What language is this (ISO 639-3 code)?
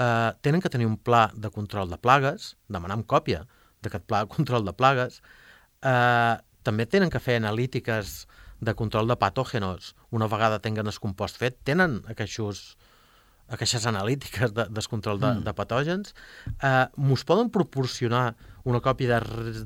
cat